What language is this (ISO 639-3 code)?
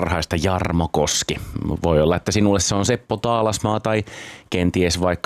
fin